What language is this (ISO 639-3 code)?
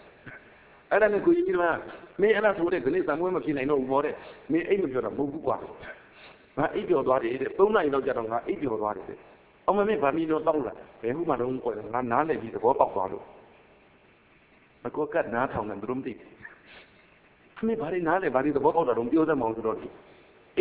mya